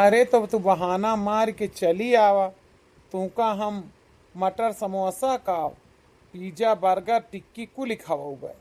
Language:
Awadhi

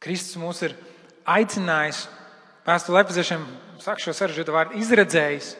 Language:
Latvian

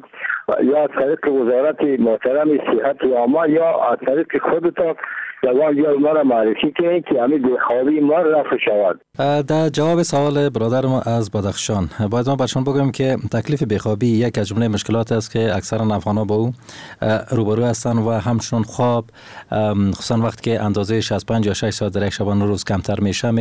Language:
Persian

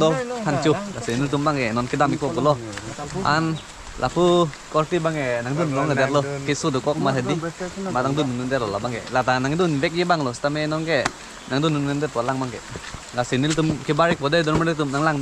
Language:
Karbi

